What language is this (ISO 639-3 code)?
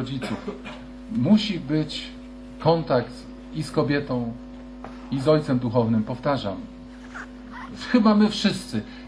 pol